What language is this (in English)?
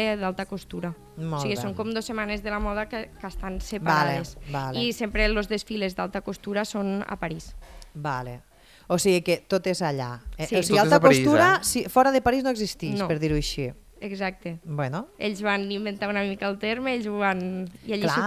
Catalan